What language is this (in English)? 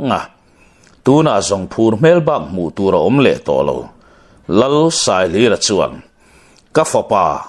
Mizo